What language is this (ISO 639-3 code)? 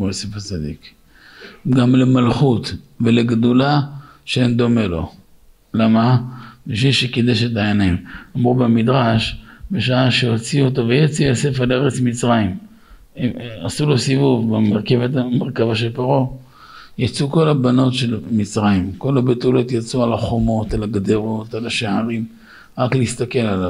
heb